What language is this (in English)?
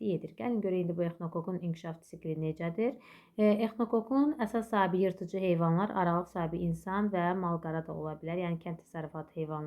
Azerbaijani